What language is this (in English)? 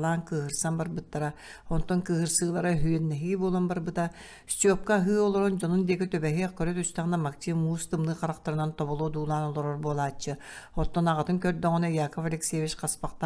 Yakut